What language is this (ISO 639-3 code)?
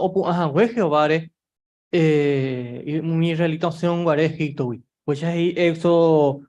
grn